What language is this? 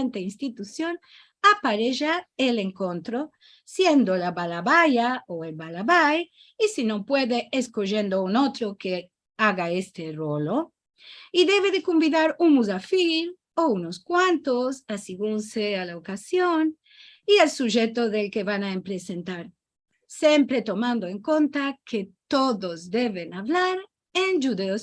Ladino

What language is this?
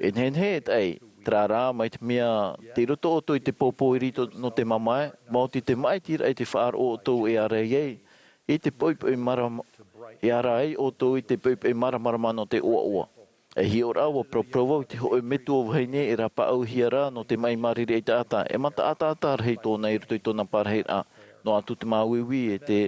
Tahitian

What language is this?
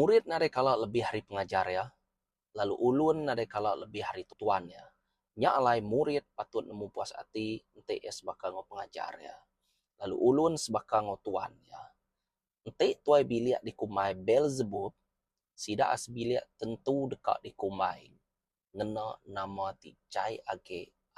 Iban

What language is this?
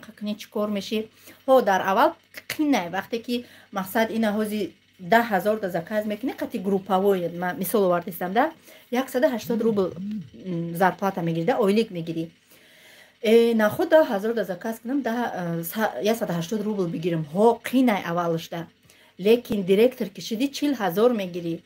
Tajik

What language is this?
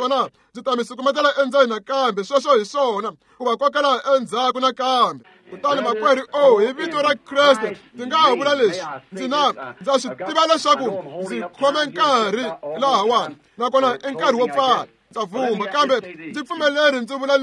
Tsonga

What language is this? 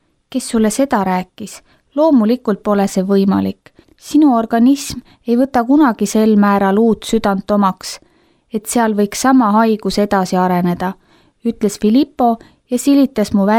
Estonian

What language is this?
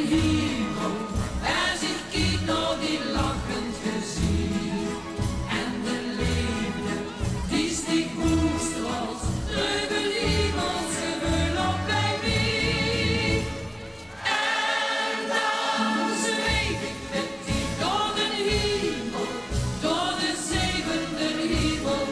Limburgish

